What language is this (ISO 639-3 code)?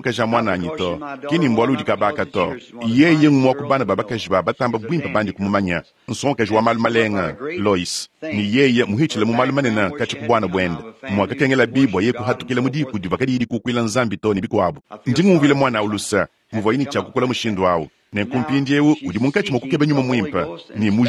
lua